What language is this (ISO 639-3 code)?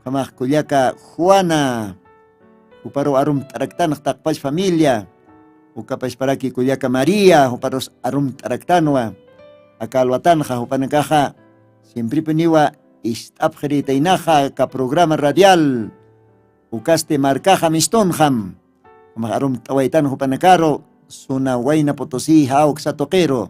aym